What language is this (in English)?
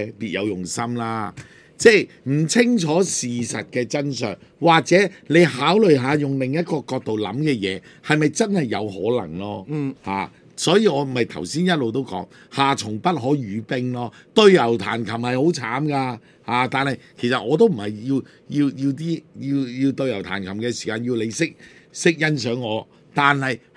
Cantonese